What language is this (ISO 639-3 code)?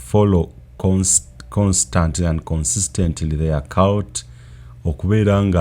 lug